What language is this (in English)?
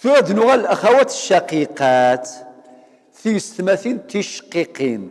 Kabyle